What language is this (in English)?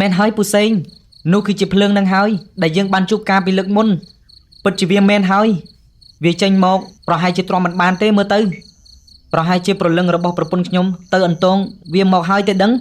Khmer